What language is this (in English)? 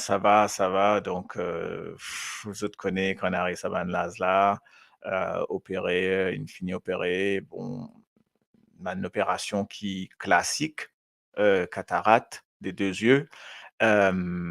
Morisyen